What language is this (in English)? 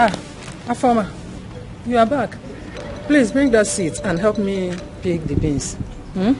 Nigerian Pidgin